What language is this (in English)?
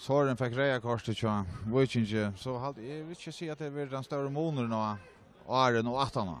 Faroese